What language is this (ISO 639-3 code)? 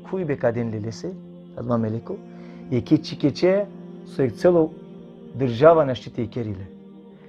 rmn